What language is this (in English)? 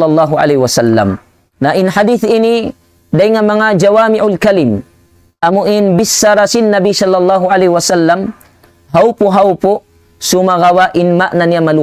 Tausug